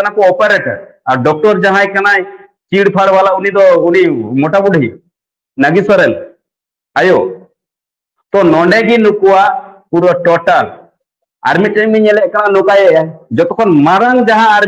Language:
Santali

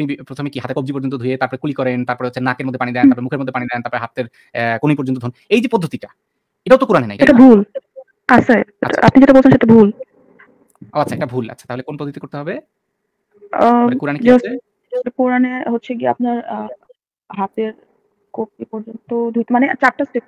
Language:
Bangla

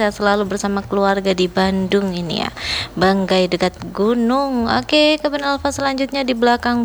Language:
Indonesian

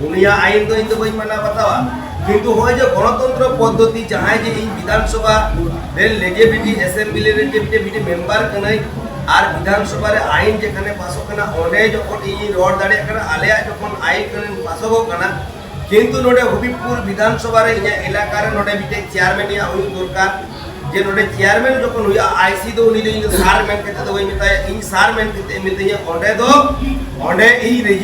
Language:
Santali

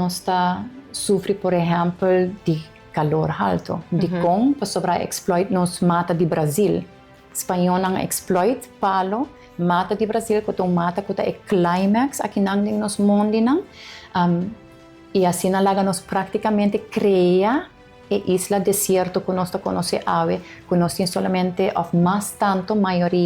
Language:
Papiamento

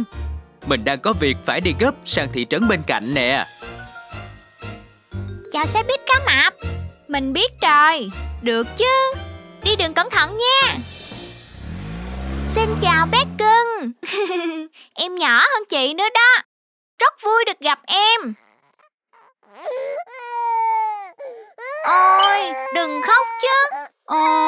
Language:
Vietnamese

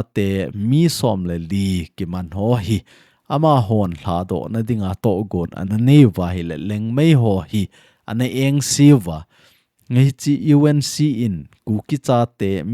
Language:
Thado Chin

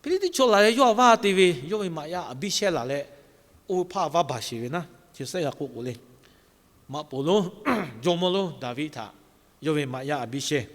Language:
Lahu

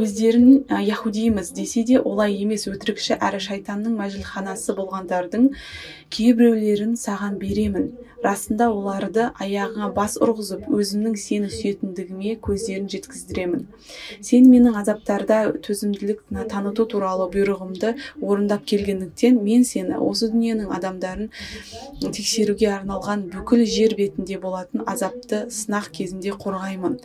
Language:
Kazakh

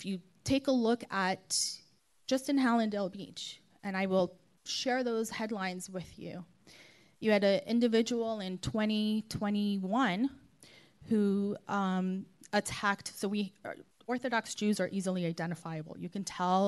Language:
English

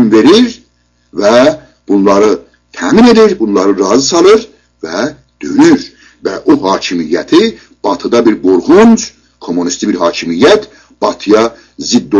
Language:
South Azerbaijani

